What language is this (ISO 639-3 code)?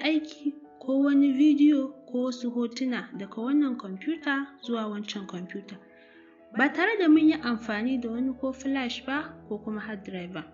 hau